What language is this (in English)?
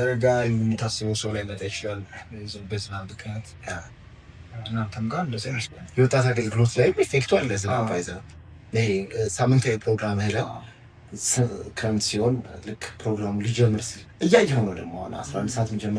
Amharic